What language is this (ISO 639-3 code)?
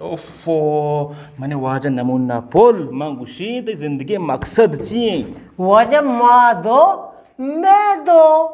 bgp